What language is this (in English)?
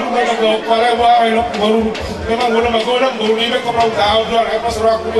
Batak Toba